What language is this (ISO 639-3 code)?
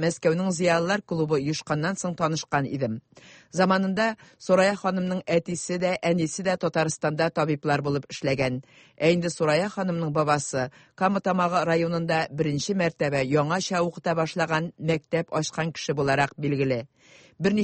tat